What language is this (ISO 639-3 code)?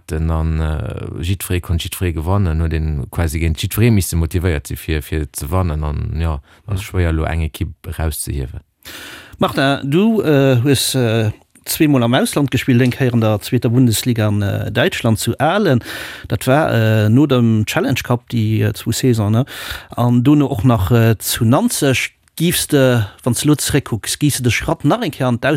ltz